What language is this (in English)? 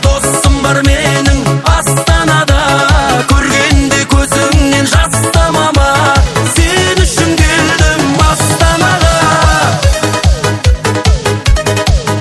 Kazakh